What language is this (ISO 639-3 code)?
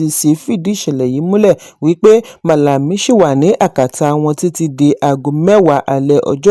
yor